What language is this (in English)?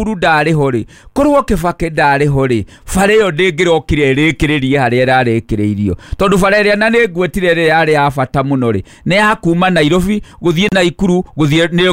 Kikuyu